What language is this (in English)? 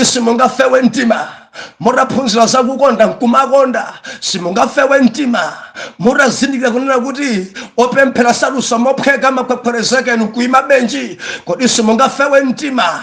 Nyanja